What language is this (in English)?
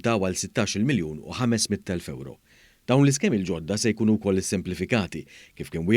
Maltese